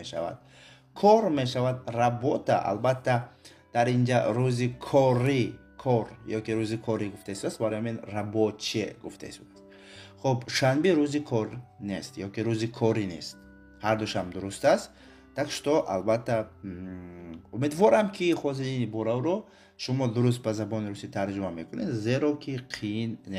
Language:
Tajik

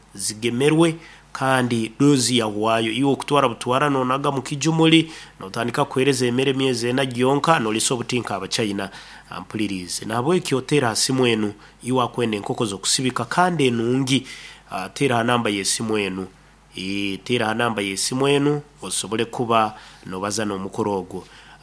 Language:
Nyankole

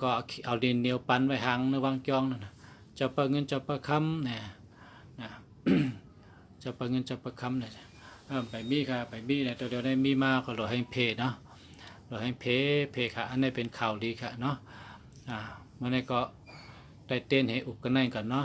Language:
Shan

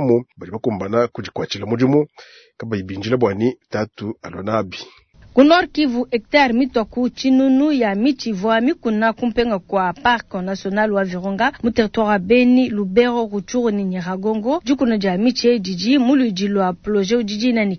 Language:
Luba-Lulua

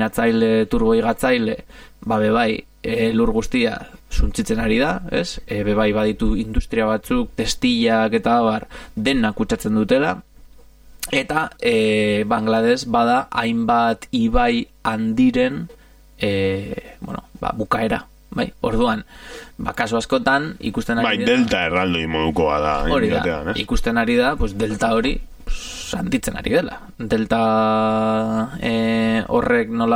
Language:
Basque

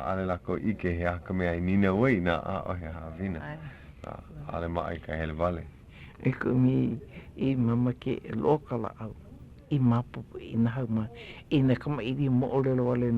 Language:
Hawaiian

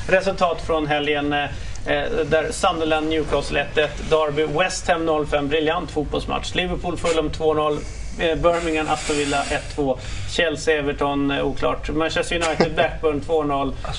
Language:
Swedish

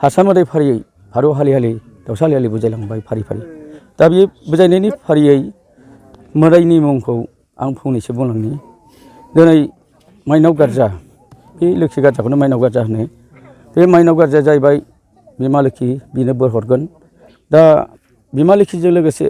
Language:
Bodo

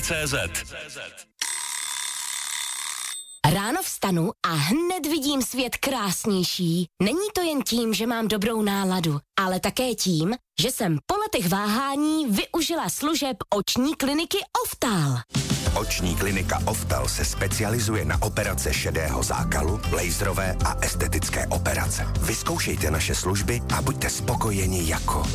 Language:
Czech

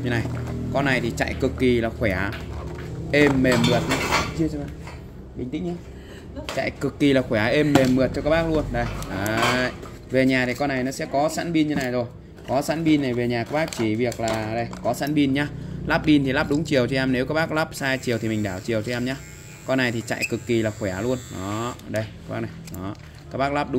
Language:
Vietnamese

